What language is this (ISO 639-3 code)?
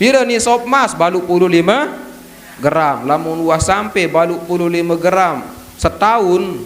sas